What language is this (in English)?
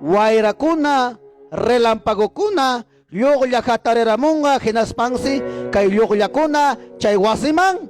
Ayacucho Quechua